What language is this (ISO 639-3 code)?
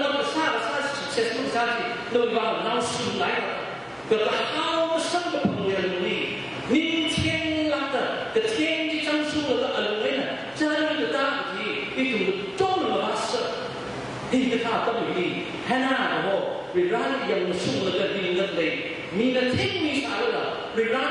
nmf